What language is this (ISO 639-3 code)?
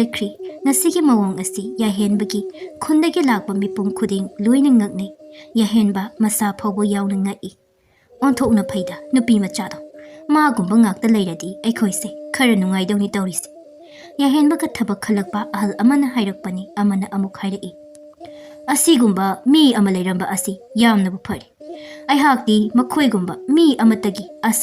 mni